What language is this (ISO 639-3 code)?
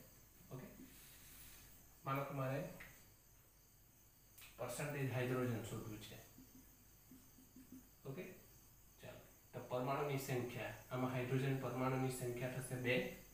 guj